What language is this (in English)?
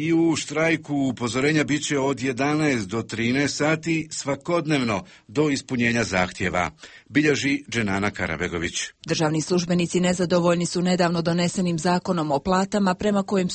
Bosnian